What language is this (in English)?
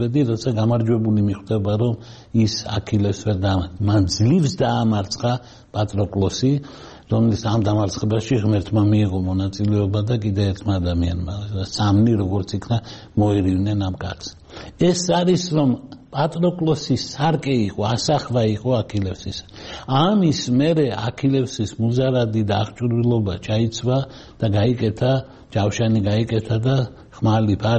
Georgian